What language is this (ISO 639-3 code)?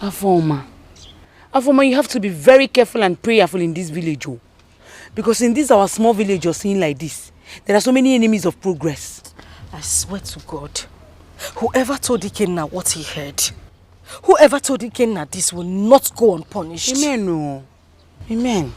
pcm